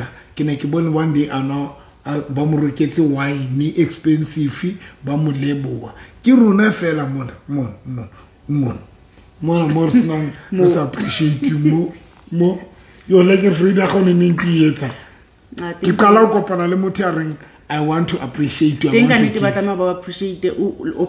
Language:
Southern Sotho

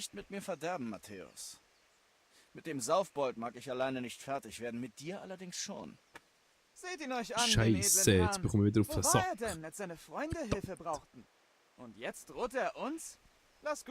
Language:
Swiss German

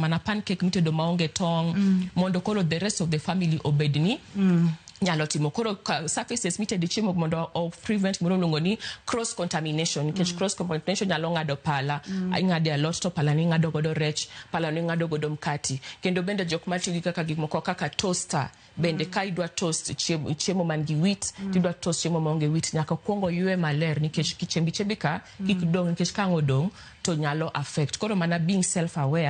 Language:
Luo (Kenya and Tanzania)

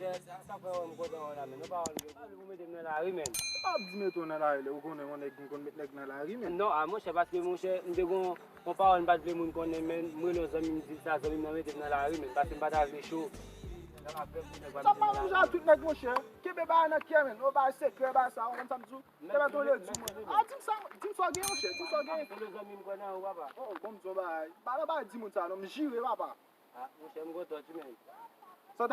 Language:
Haitian Creole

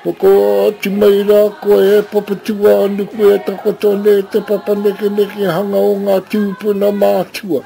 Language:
Māori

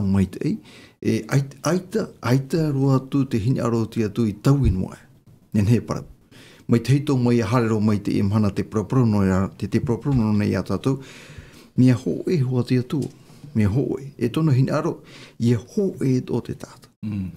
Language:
Tahitian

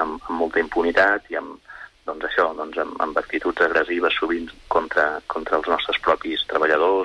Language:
Catalan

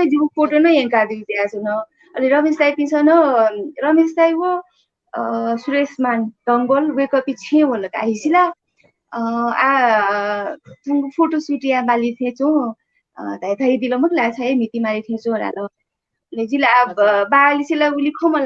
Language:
Newari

